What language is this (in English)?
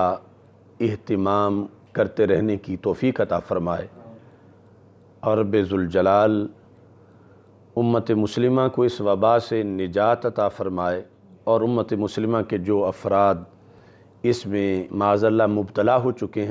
Urdu